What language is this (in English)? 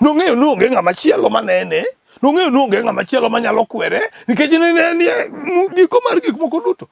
Luo (Kenya and Tanzania)